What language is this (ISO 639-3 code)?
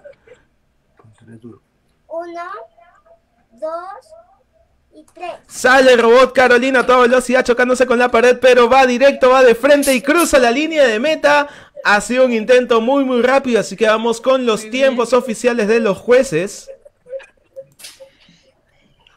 spa